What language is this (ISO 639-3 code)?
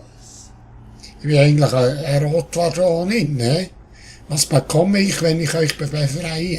gsw